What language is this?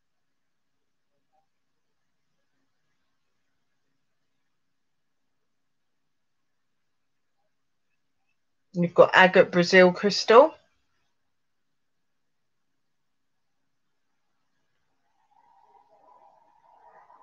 English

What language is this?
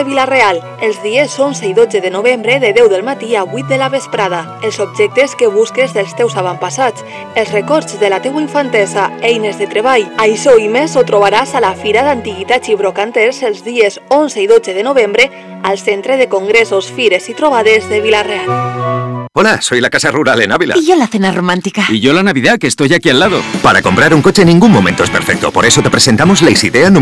Catalan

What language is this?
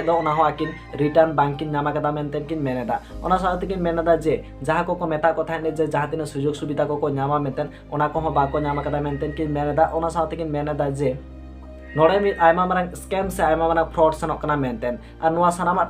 Santali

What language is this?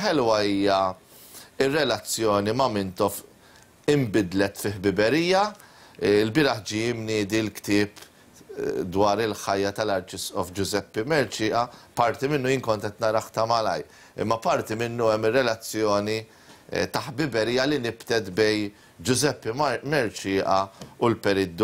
Maltese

